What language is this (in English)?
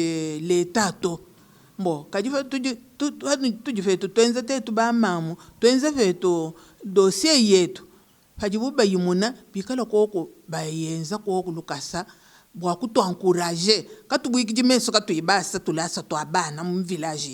Luba-Lulua